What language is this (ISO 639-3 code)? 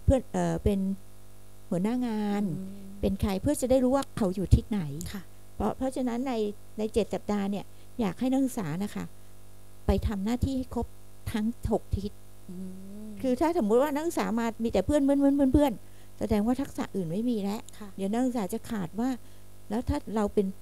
tha